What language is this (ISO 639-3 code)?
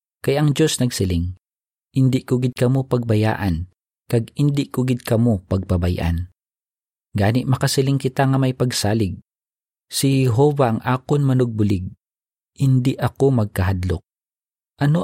hil